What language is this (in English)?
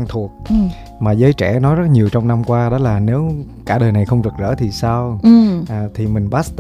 Vietnamese